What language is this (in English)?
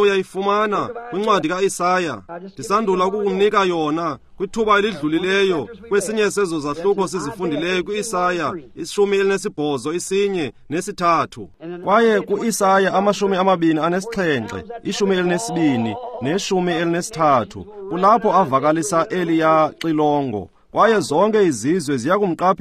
Xhosa